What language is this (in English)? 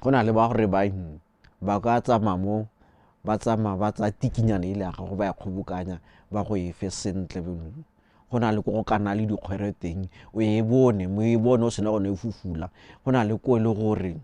Tswana